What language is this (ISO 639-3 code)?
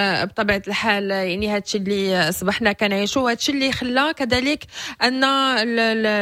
ary